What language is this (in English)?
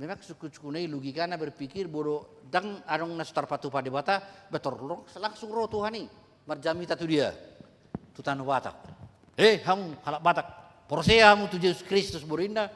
Batak Toba